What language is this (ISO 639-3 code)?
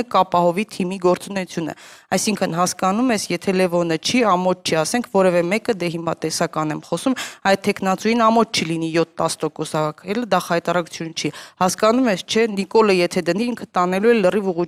hye